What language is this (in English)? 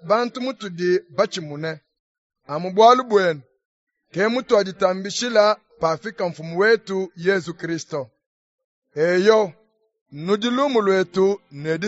Luba-Lulua